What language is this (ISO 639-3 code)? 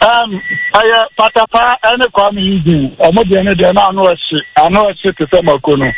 aka